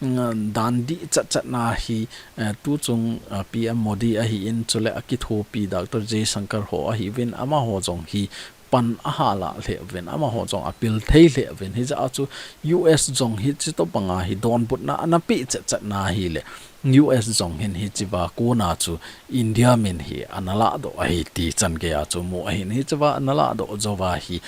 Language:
Thado Chin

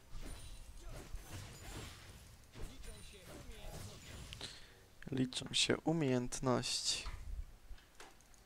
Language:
Polish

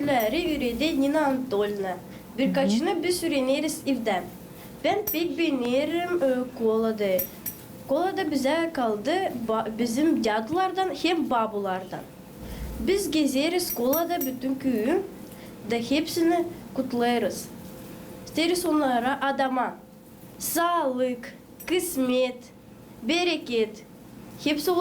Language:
Gagauz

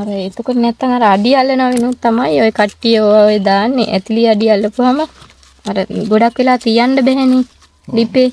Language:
Sinhala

